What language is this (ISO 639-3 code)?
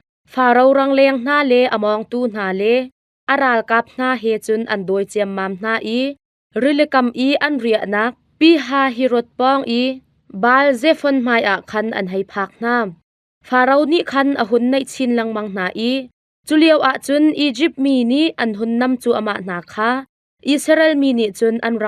cnh